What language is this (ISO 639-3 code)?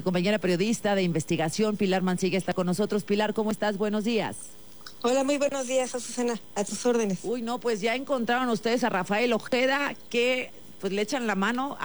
spa